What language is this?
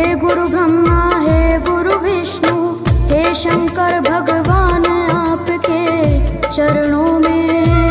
Hindi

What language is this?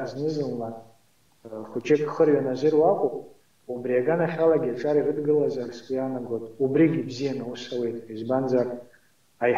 Abkhazian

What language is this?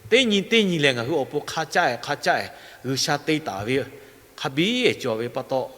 Lahu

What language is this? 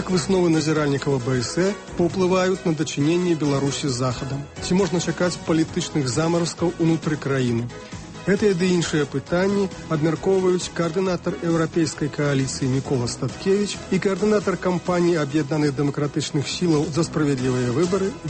Belarusian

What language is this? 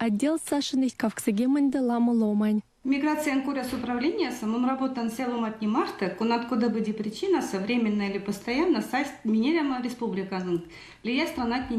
Erzya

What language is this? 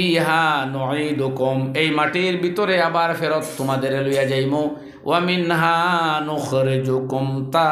Sylheti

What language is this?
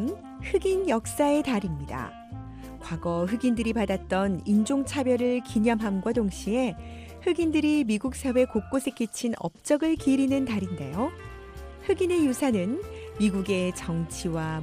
Korean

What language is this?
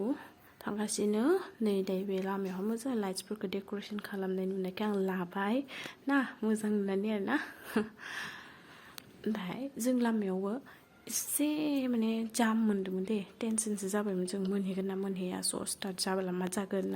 Bodo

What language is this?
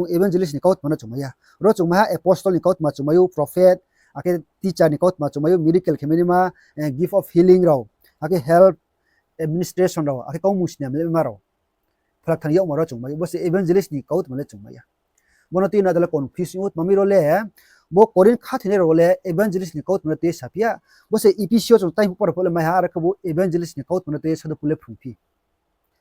Riang (India)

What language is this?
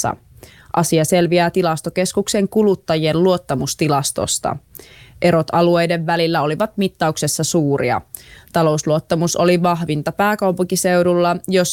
Finnish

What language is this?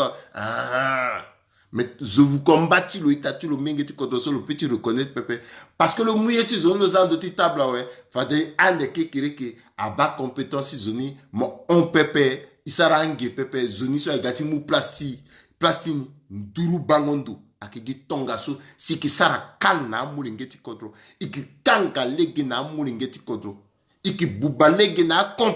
Sango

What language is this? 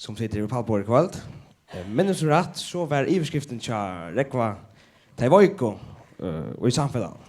Faroese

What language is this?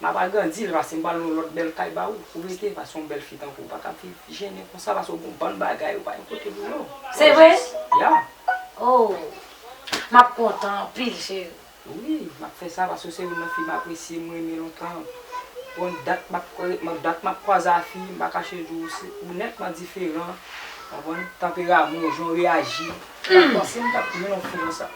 Haitian Creole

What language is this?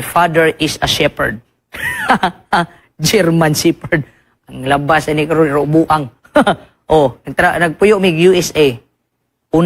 Cebuano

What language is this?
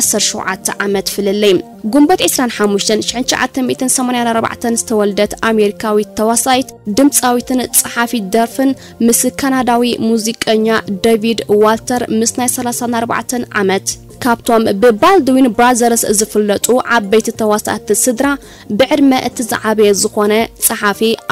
Tigrinya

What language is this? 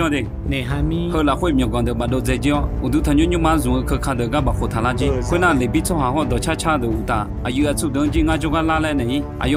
Akha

